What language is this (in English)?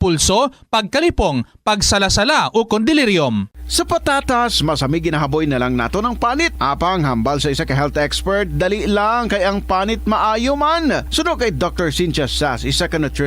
Hiligaynon